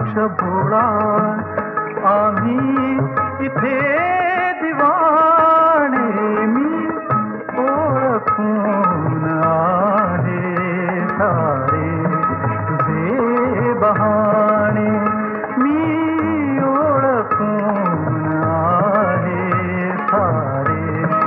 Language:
Marathi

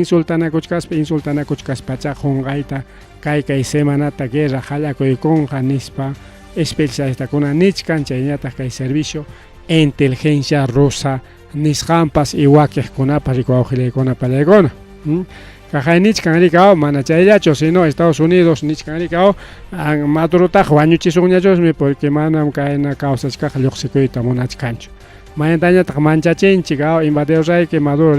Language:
Ayacucho Quechua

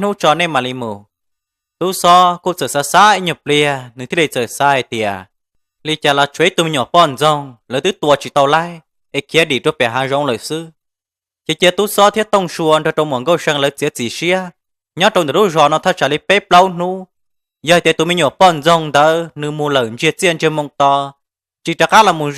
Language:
Hmong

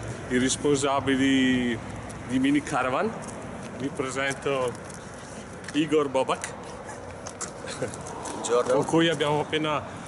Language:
Italian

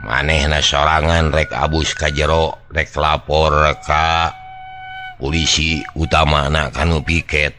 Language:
Sundanese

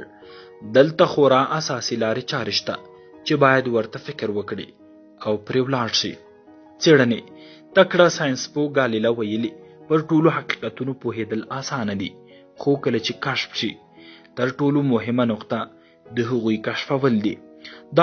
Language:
Pashto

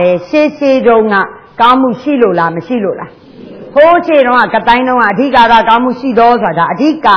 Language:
Burmese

